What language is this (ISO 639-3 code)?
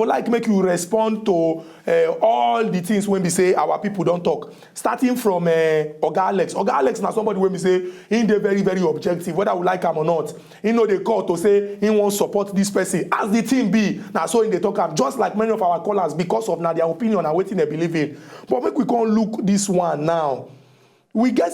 pcm